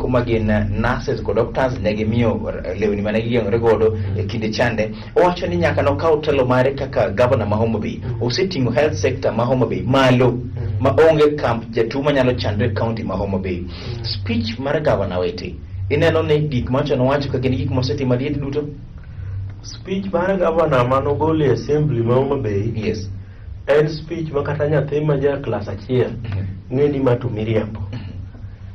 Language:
Luo (Kenya and Tanzania)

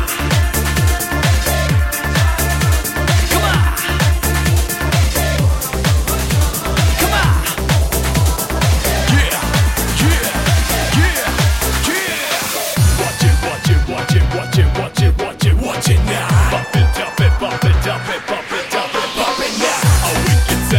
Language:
Hindi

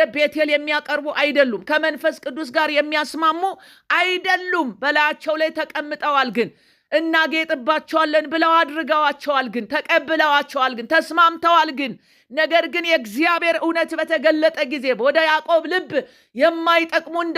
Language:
Amharic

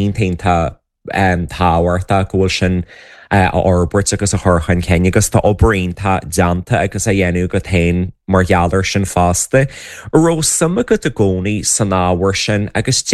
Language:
Irish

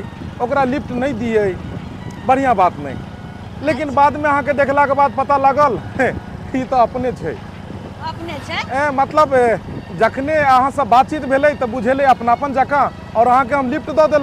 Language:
Maithili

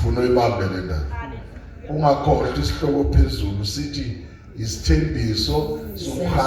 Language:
Zulu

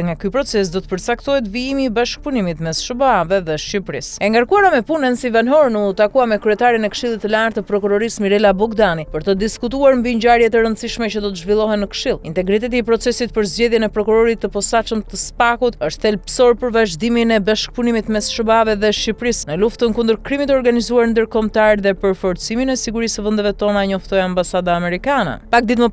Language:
Albanian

